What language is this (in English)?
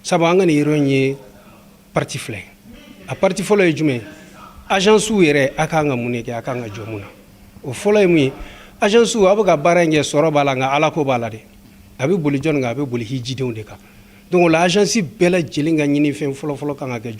Bambara